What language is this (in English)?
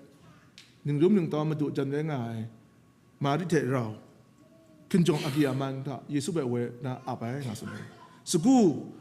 Kachin